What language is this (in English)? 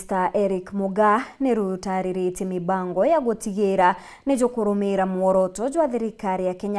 Meru